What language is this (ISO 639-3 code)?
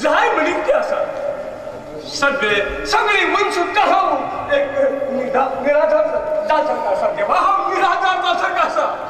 kok